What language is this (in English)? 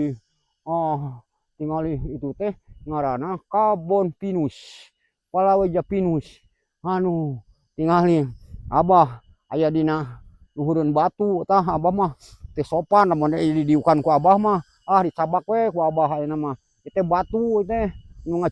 Sundanese